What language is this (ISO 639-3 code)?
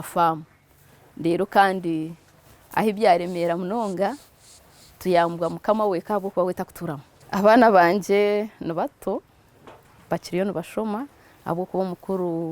nyn